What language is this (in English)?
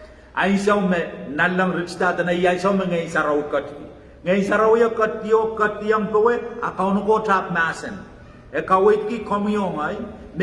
Pohnpeian